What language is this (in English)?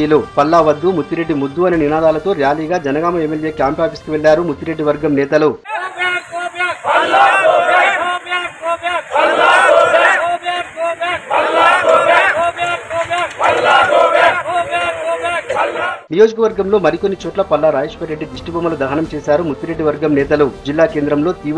Telugu